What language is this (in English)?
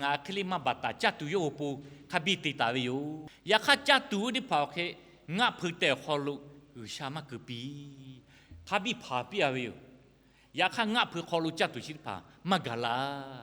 Lahu